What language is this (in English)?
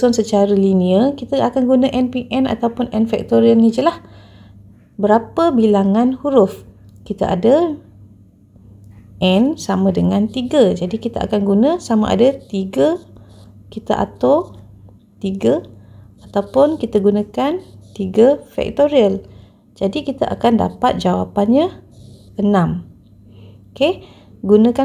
Malay